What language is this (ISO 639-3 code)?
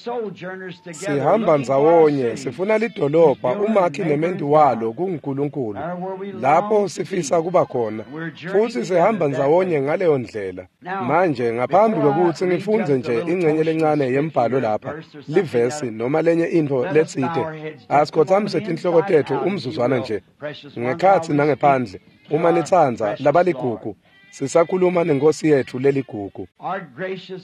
ssw